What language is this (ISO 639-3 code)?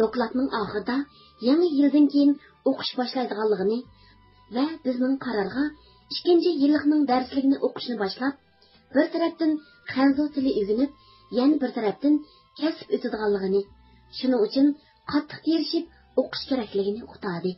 uig